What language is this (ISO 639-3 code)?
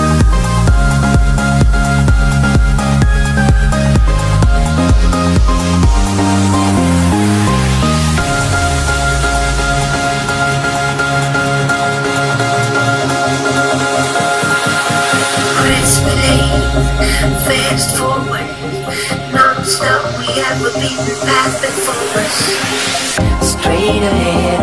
eng